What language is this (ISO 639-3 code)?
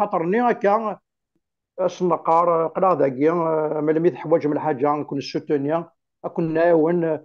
kab